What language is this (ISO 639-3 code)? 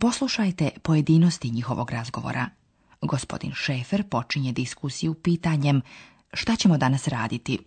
slv